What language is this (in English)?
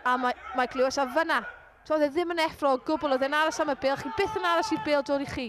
Welsh